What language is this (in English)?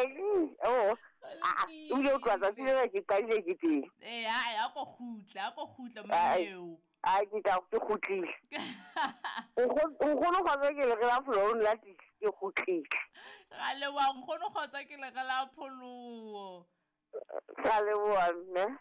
Southern Sotho